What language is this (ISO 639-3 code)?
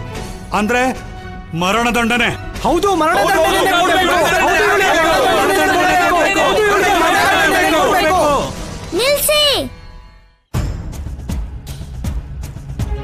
kan